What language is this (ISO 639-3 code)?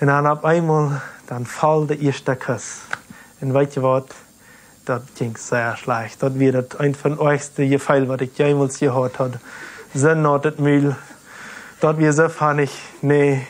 pdt